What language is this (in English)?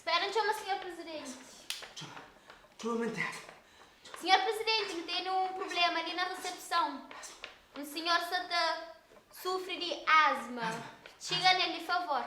Kabuverdianu